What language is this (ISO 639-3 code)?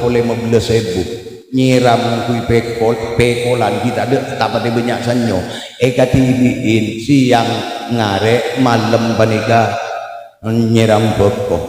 mad